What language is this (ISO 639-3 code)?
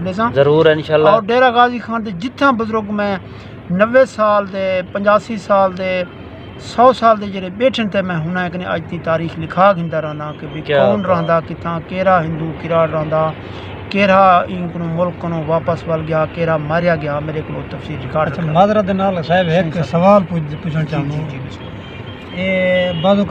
skr